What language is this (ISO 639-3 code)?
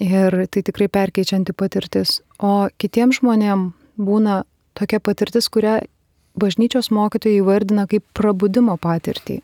lit